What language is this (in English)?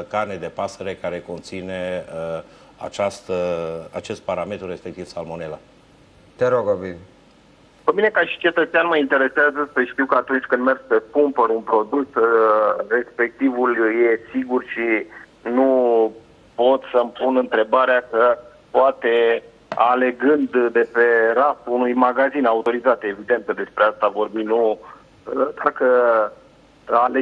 Romanian